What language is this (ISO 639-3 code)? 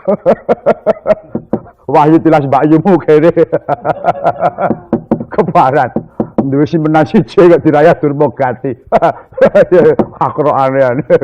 jav